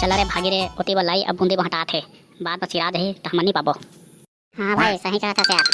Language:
Chhattisgarhi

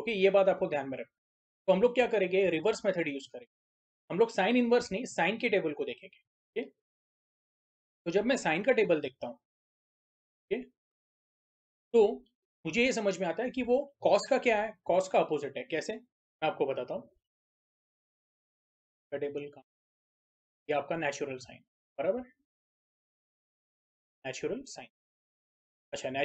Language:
Hindi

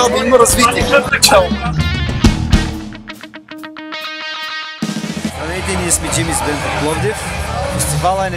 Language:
Bulgarian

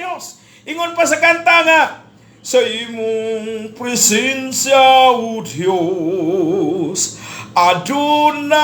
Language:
Cebuano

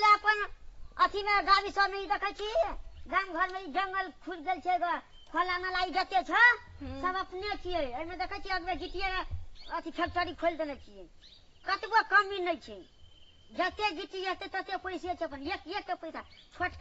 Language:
Maithili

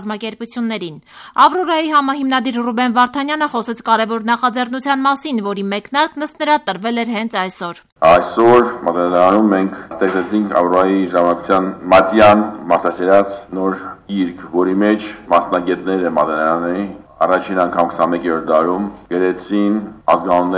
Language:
Armenian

